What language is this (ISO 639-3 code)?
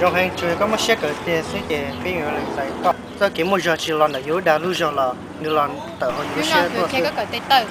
hmn